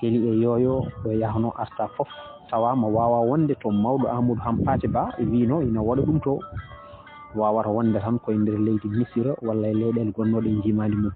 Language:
Fula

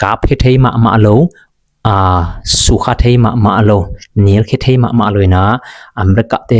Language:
Tedim Chin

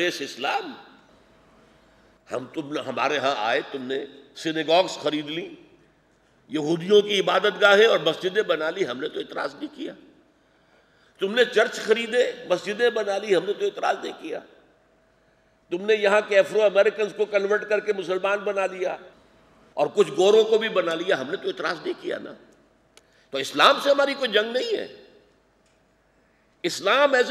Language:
Urdu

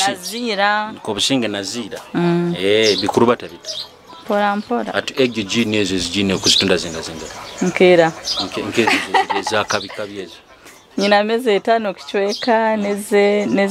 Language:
Nyoro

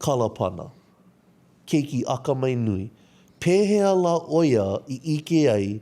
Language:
Hawaiian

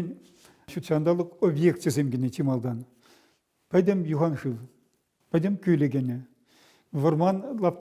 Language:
Chuvash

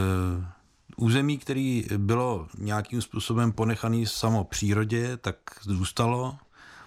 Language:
Czech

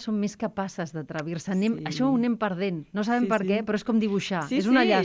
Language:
Catalan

